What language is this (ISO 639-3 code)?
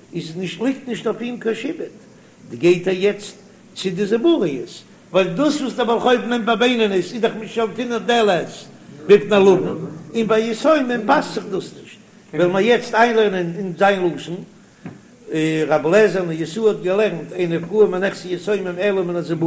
yid